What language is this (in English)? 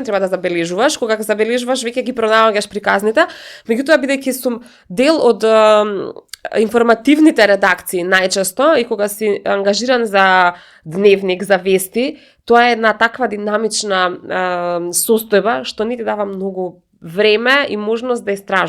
Macedonian